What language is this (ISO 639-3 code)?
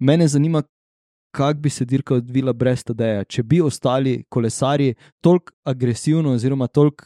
slv